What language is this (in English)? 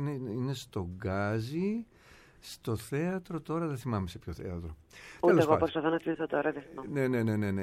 Greek